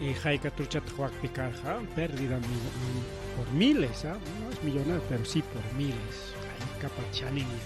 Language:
Ayacucho Quechua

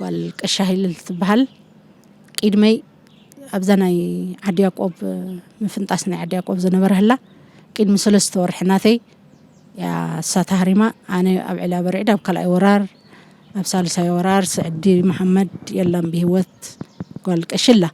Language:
Tigrinya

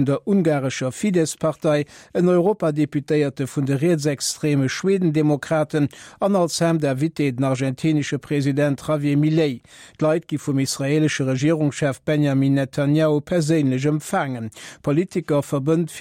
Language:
Luxembourgish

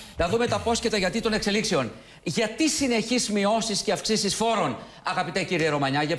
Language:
Greek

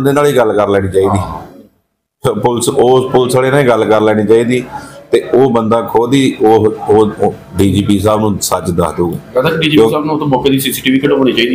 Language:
Punjabi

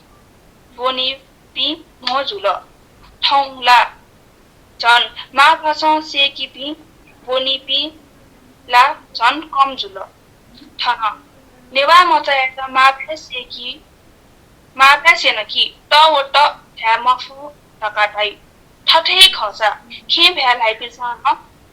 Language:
Newari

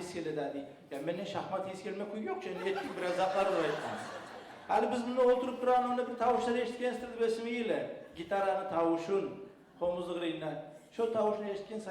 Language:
Kumyk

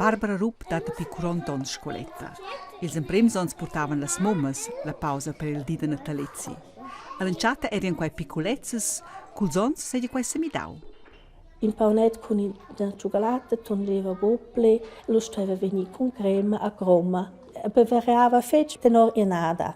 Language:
Romansh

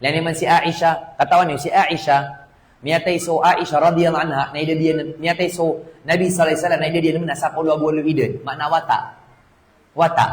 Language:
Maranao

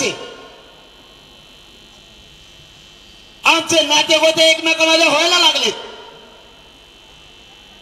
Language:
Marathi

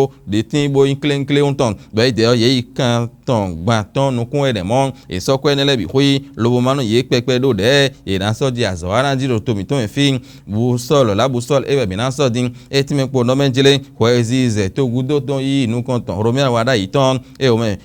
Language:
Fon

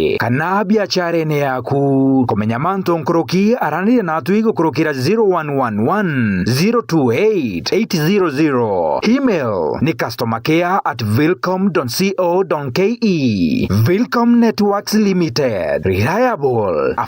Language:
Meru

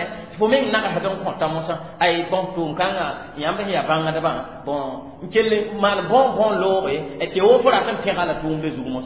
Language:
Mossi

